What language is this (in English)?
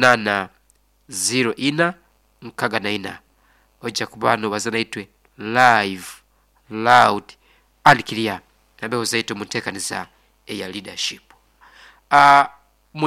Nyoro